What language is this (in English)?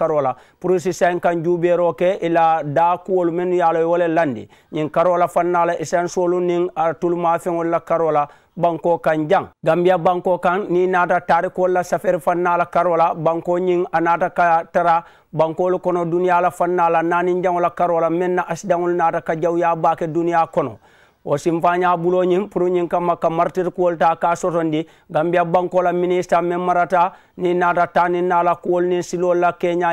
Mandingo